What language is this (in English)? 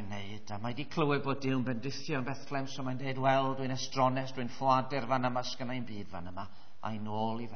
Welsh